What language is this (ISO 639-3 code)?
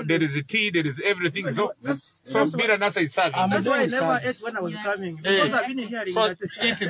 nyo